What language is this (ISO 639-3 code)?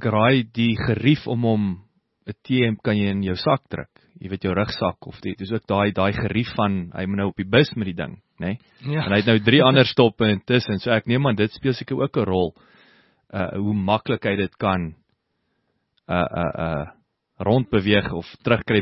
afr